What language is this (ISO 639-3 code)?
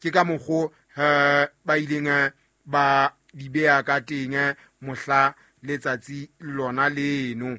sot